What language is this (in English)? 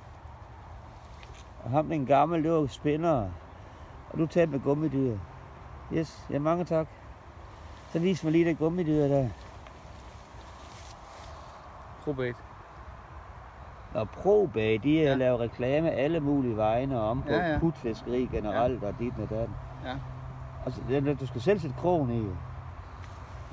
Danish